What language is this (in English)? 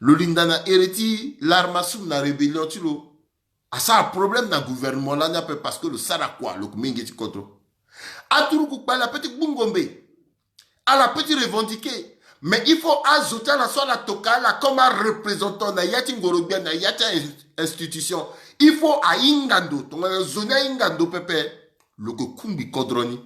Sango